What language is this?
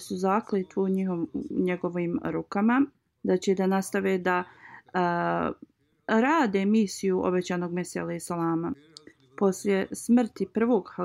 Bosnian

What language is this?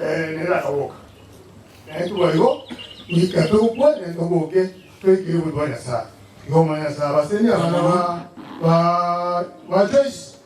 Gusii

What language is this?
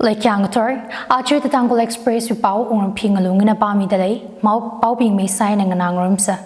Tangkhul Naga (India)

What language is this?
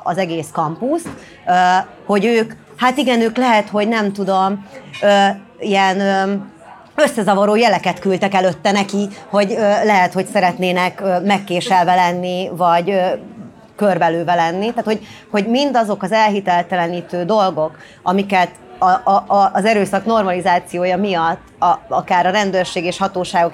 Hungarian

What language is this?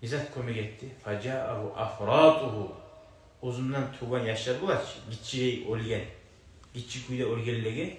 Kumyk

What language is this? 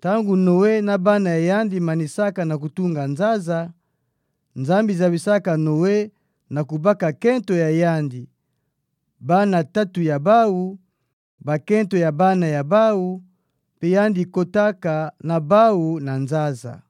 Kituba (Democratic Republic of Congo)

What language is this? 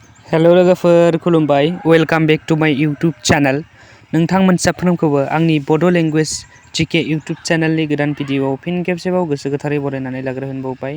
Bodo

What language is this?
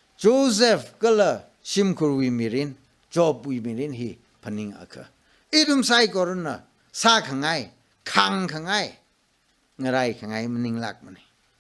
Tangkhul Naga (India)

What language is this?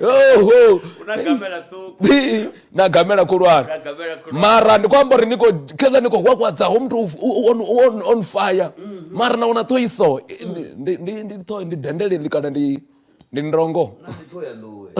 Venda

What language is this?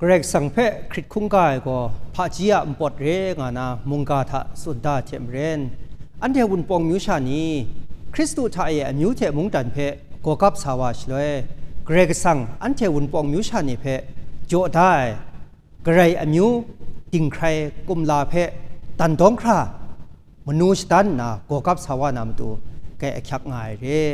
Kachin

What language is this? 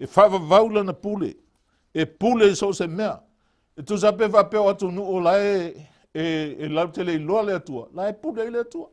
Samoan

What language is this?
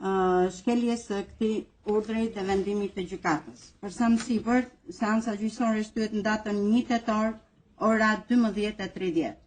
Albanian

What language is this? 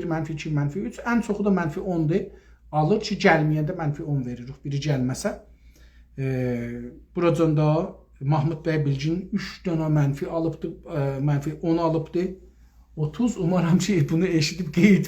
South Azerbaijani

